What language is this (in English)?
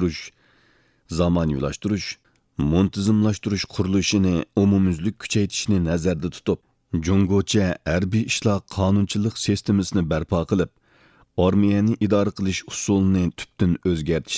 Uyghur